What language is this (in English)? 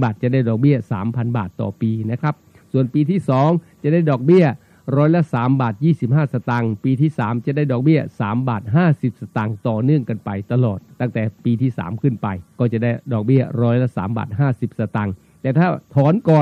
Thai